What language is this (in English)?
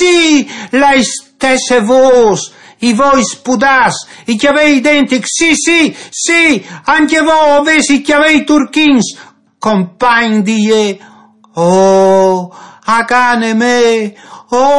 Friulian